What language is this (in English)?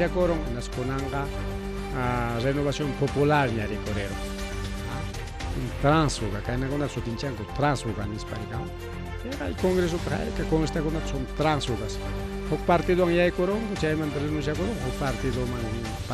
Ayacucho Quechua